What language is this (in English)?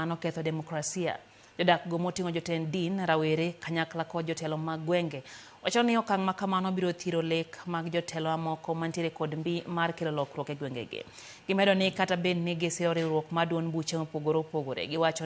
Luo (Kenya and Tanzania)